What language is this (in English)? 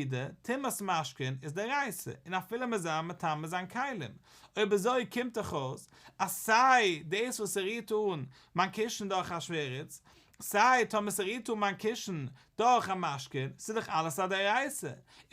Yiddish